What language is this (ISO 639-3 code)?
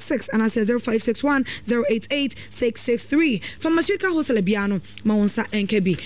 aka